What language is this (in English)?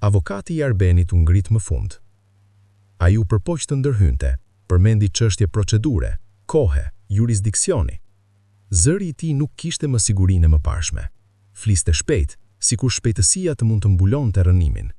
Albanian